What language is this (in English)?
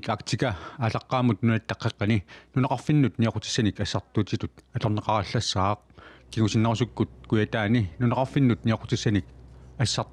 Kalaallisut